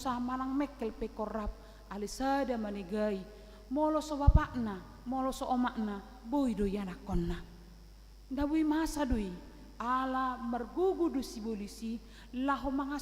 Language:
Batak Toba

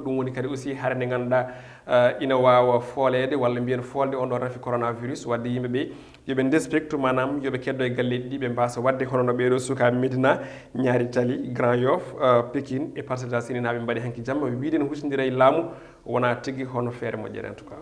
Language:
Fula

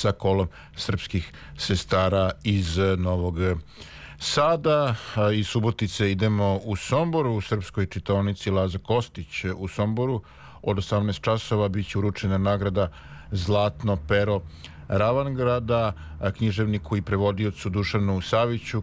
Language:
Serbian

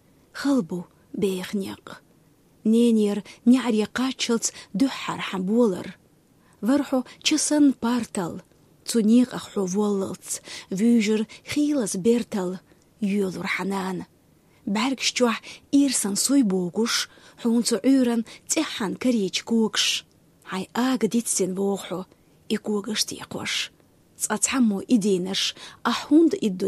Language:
Chechen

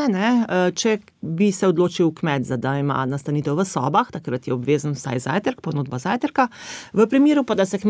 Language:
Slovenian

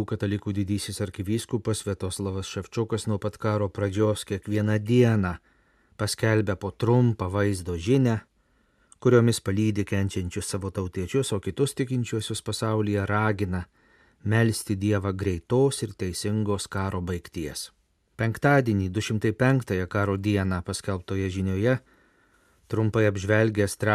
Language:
Lithuanian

